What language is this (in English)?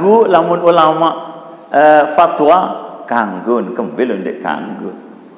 Sasak